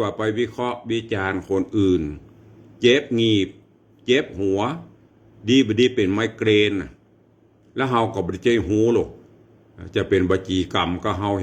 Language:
Northern Thai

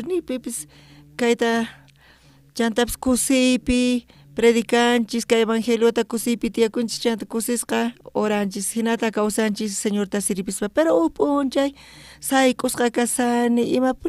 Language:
South Bolivian Quechua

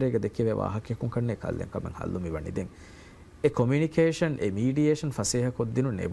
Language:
Divehi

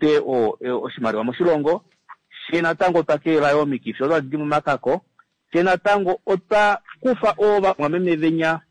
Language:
Kuanyama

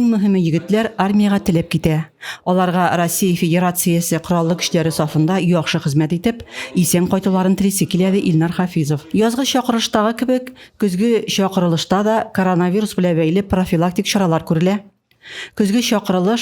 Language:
Tatar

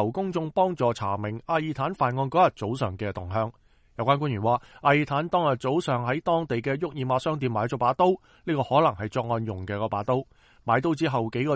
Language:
Cantonese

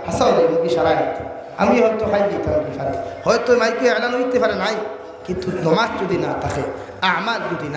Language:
Sylheti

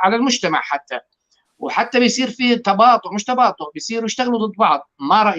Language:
North Levantine Arabic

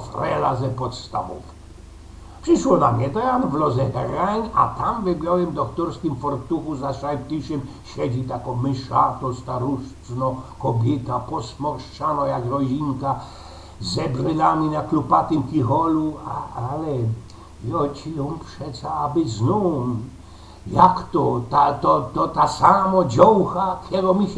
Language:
Silesian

